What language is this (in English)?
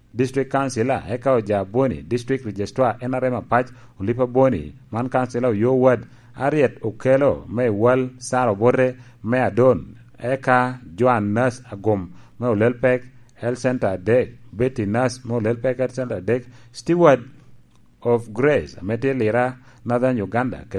Lango (Uganda)